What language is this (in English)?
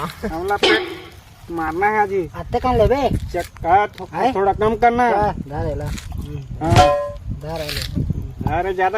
Chhattisgarhi